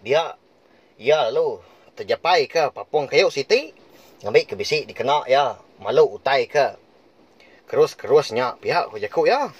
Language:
Iban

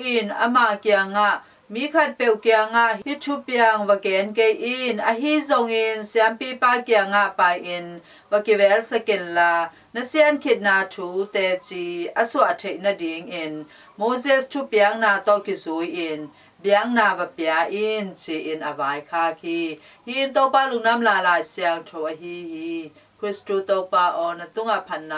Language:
Tedim Chin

